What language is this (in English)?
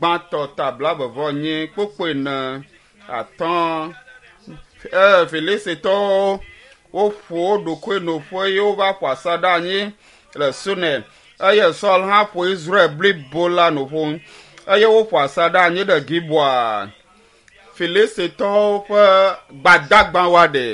Ewe